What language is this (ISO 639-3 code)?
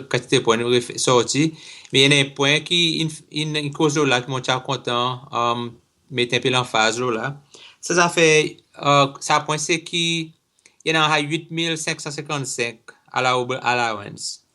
crs